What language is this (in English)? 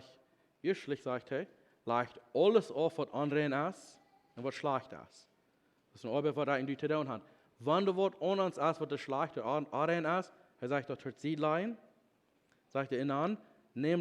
Plautdietsch